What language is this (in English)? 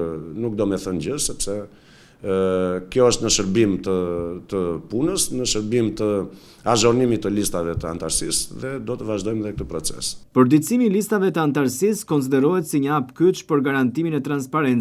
Albanian